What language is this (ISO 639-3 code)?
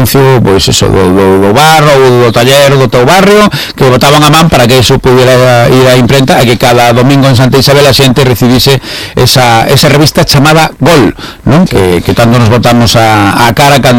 glg